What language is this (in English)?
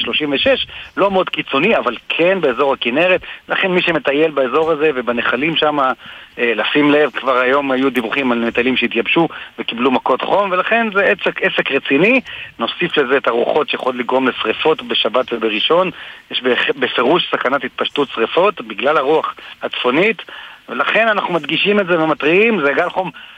Hebrew